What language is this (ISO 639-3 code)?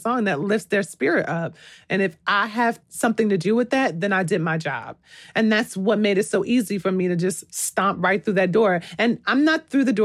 eng